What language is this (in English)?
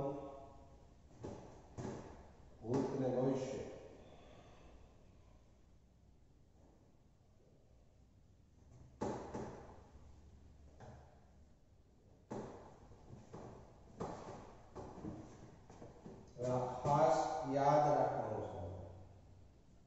Gujarati